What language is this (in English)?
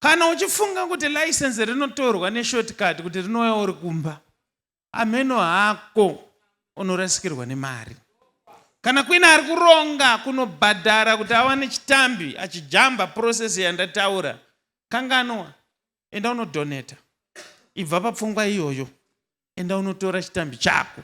Shona